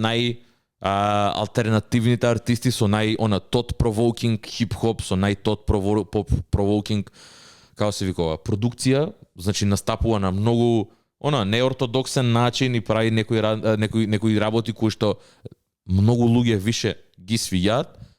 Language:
Macedonian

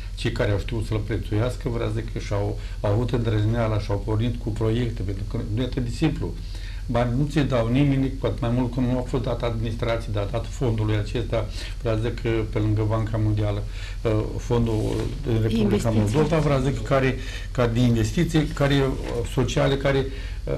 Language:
Romanian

